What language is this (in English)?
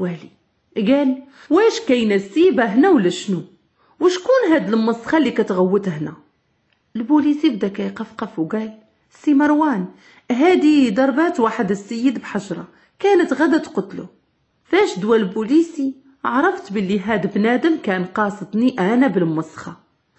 Moroccan Arabic